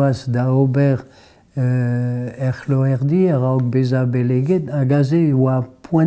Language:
Breton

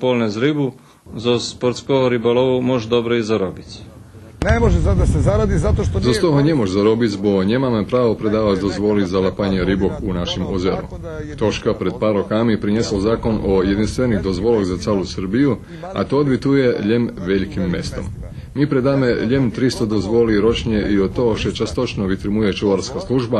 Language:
Rusyn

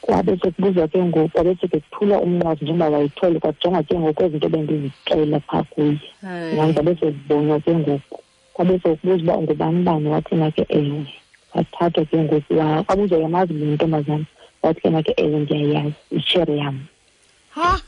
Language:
Xhosa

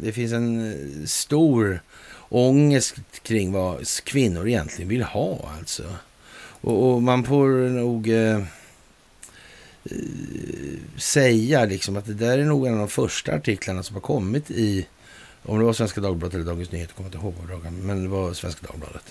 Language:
Swedish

